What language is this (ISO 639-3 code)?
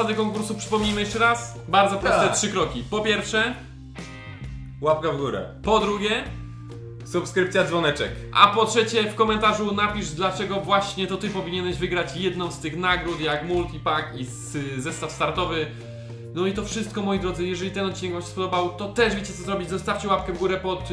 pol